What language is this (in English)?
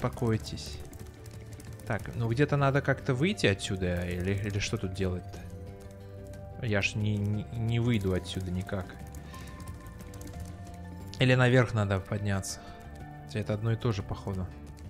Russian